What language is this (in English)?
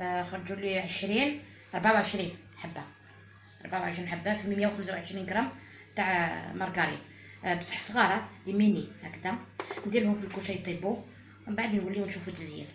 Algerian Arabic